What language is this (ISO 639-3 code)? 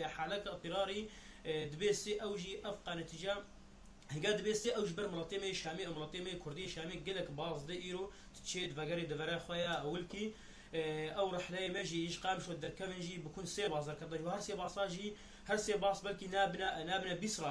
kur